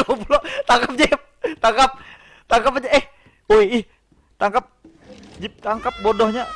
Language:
Banjar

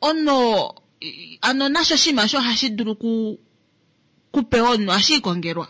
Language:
Kuanyama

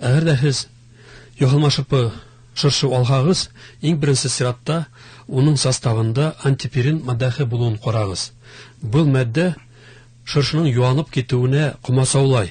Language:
Bashkir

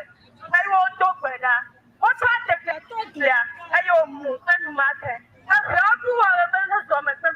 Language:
Ewe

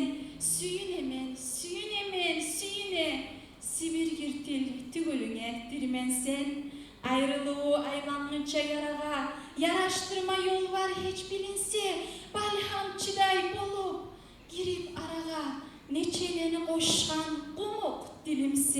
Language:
Kumyk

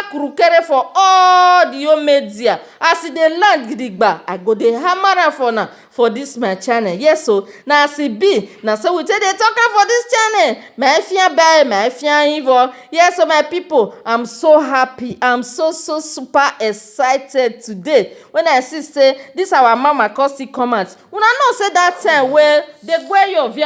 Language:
Nigerian Pidgin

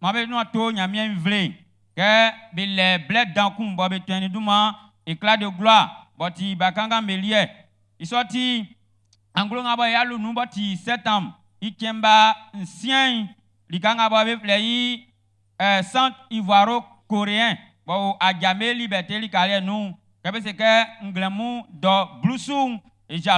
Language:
Baoulé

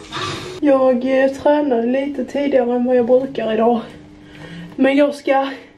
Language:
Swedish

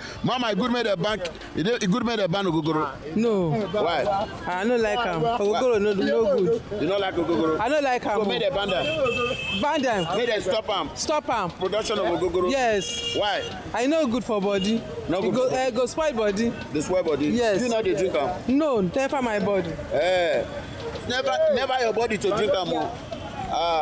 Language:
Nigerian Pidgin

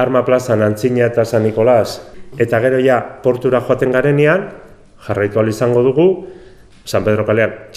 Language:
Basque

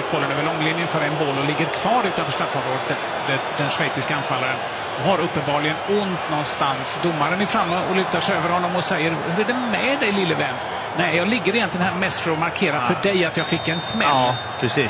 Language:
Swedish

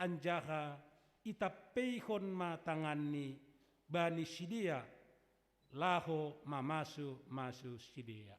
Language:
Batak Simalungun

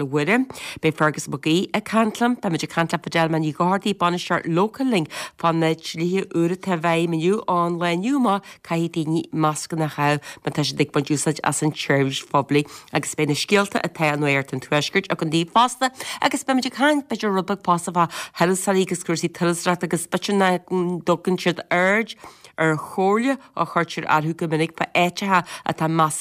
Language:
Irish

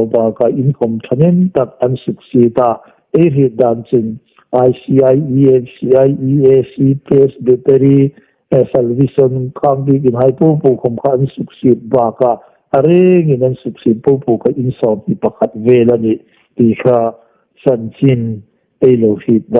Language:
Hmar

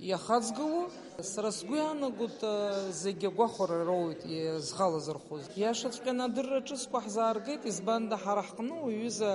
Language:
Abkhazian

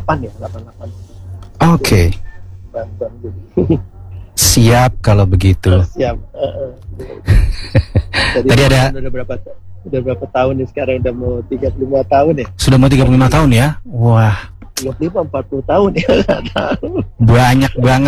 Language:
Indonesian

